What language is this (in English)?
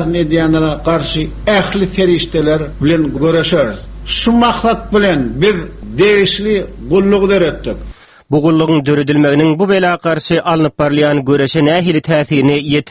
Turkmen